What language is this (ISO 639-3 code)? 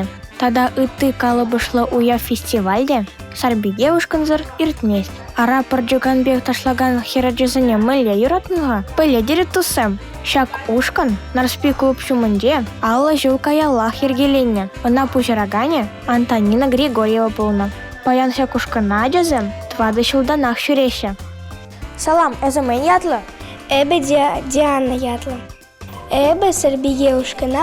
chv